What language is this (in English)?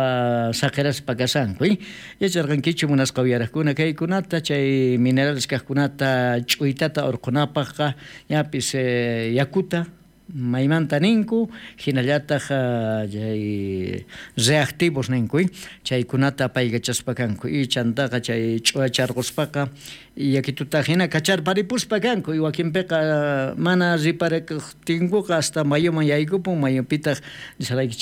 South Bolivian Quechua